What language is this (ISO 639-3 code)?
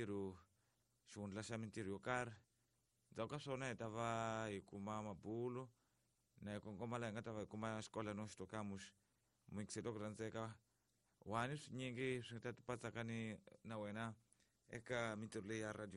tso